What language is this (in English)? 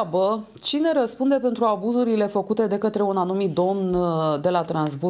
Romanian